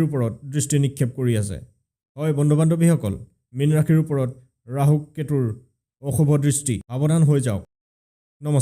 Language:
Assamese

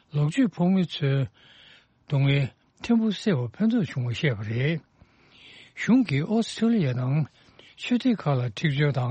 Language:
Tibetan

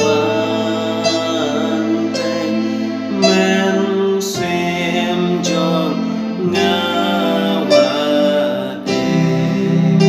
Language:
Khasi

